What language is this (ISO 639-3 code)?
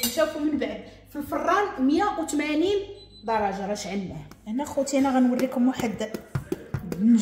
ary